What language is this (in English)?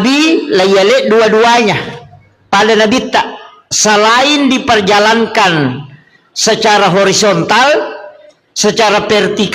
Buginese